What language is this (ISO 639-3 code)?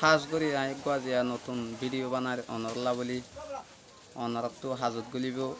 rhg